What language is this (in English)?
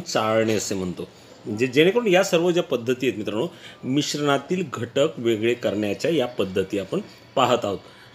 Marathi